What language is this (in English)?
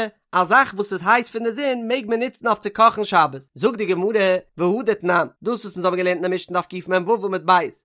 Yiddish